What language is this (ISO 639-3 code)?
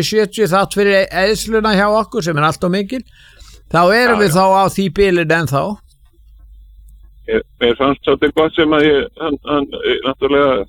isl